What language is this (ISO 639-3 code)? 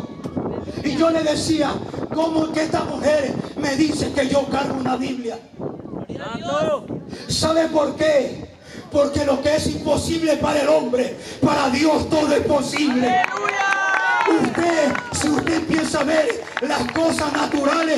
spa